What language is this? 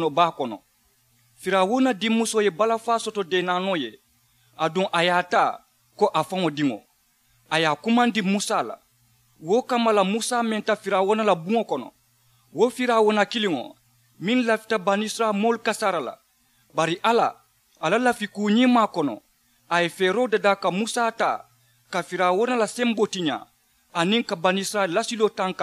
Mandingo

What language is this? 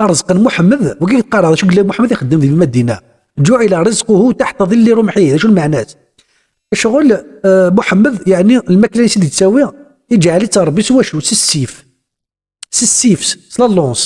Kabyle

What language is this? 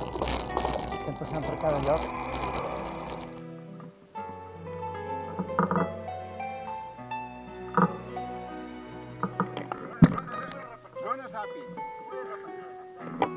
Catalan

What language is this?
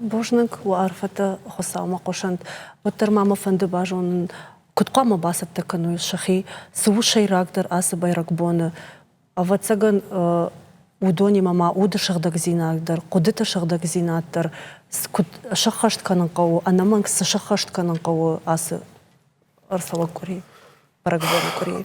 Ossetic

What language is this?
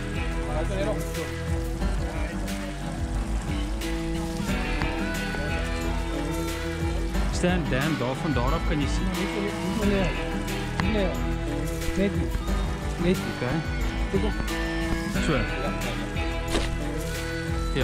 Afrikaans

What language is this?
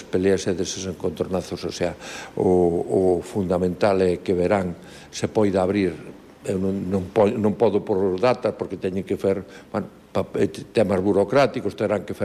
Galician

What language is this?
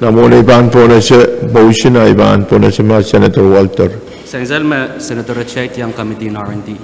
Pohnpeian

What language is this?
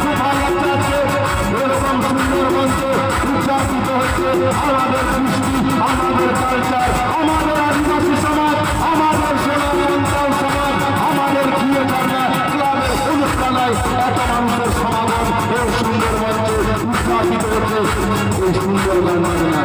Santali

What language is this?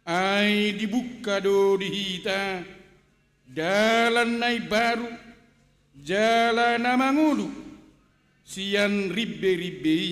Batak Toba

